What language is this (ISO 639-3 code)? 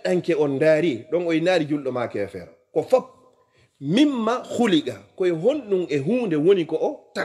ful